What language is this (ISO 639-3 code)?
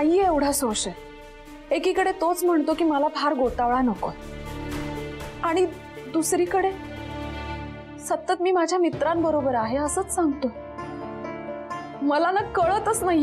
mar